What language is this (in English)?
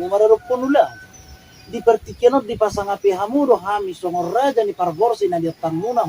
Batak Toba